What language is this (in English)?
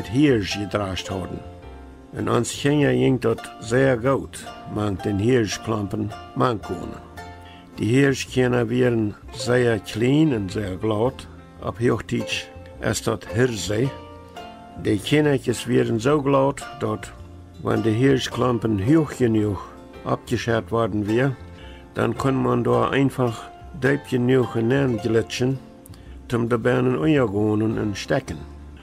Plautdietsch